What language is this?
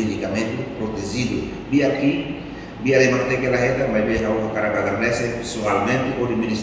Tetum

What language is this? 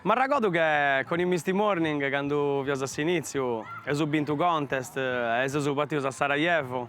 Sardinian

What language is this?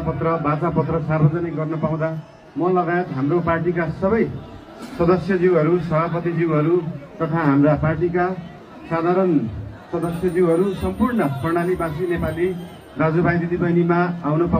Nepali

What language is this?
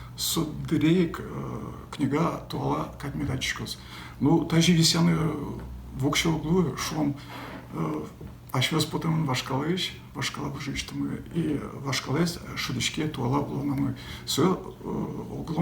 Udmurt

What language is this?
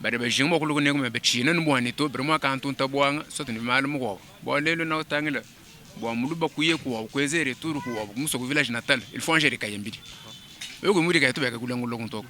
Luba-Lulua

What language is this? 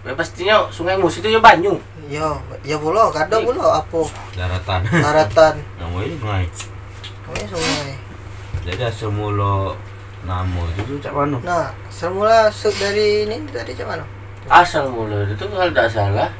Musi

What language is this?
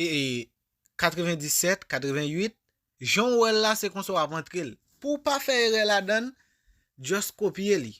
Haitian Creole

